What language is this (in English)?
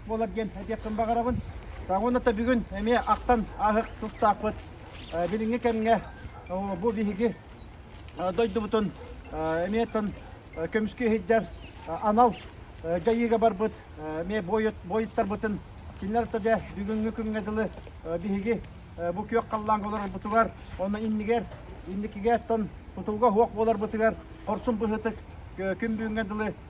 Yakut